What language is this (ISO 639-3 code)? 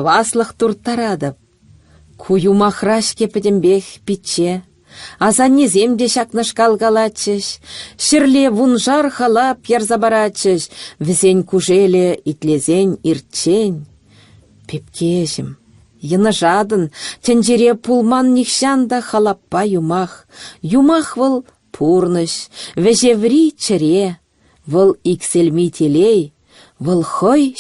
chv